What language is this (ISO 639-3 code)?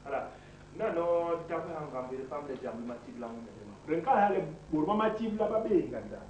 bas